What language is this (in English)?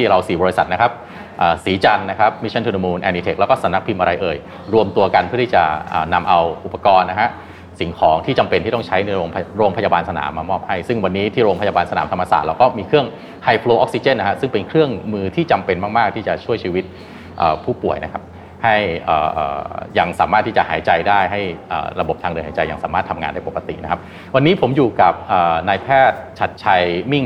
Thai